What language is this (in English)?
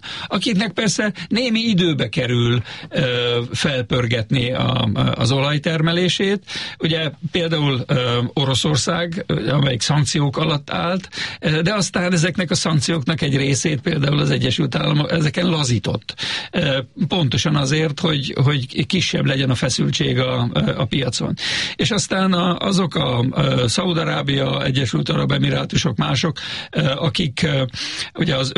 Hungarian